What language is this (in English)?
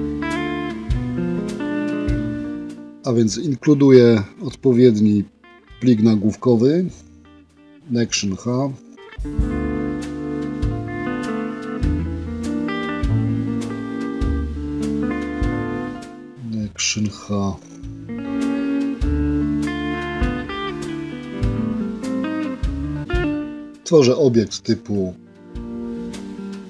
Polish